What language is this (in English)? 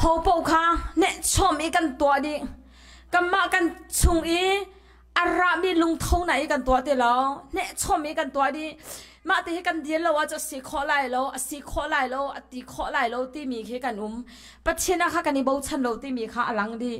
Hakha Chin